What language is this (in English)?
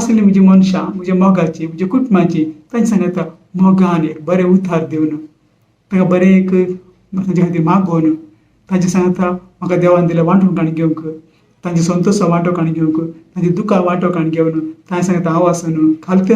Konkani